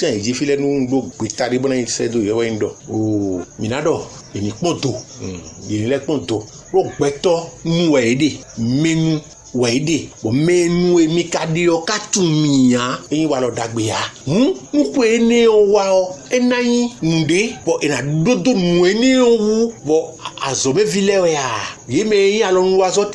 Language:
Fon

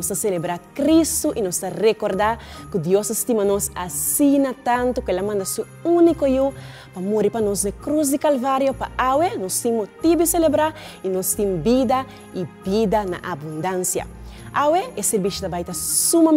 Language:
Papiamento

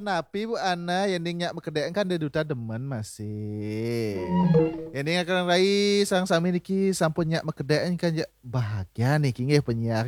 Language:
Balinese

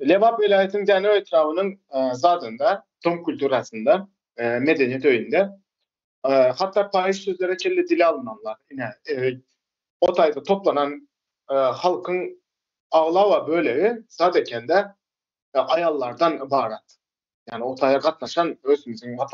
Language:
Turkmen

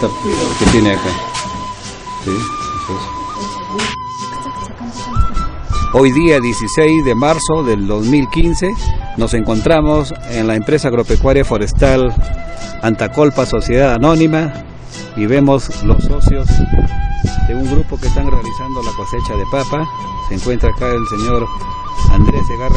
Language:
Spanish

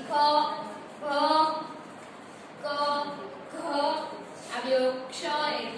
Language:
Gujarati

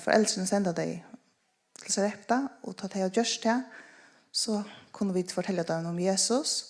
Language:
Faroese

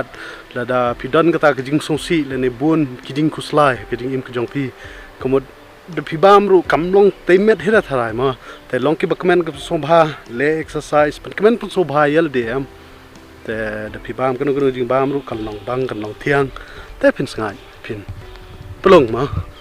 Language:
Khasi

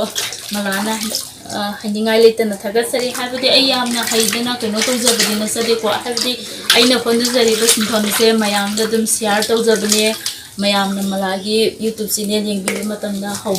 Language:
Manipuri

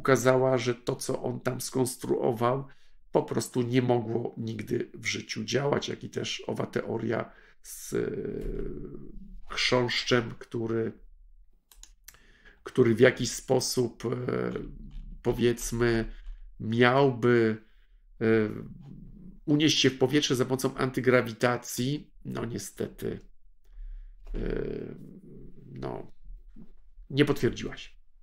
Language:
Polish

